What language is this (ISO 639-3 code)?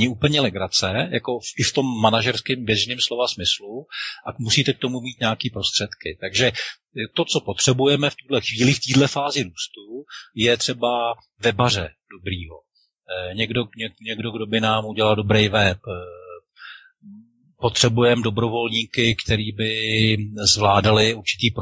ces